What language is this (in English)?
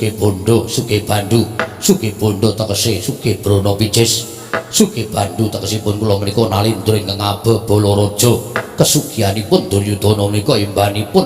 Javanese